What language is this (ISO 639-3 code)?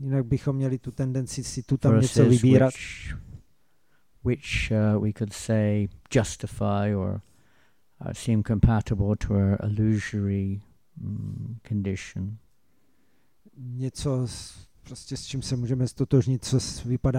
ces